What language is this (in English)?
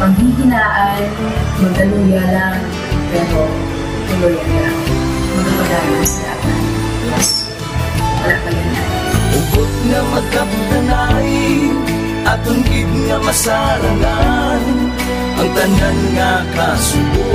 Hiligaynon